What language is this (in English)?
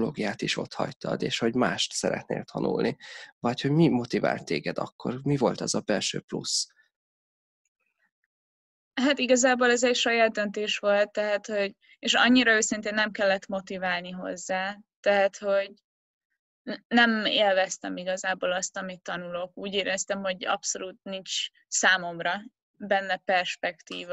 Hungarian